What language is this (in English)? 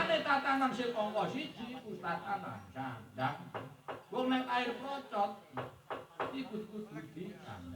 Javanese